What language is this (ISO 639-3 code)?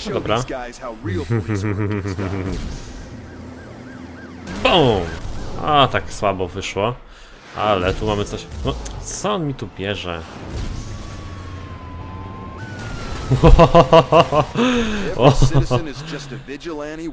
pol